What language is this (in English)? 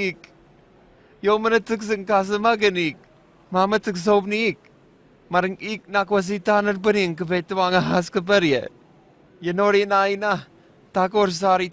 Southwest Tanna